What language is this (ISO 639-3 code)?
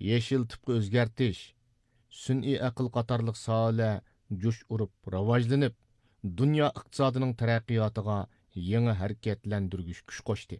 uig